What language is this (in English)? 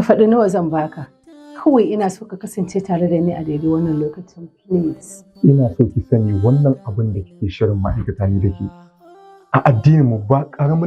Hausa